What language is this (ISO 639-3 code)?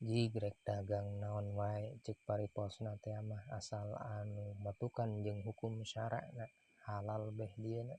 sun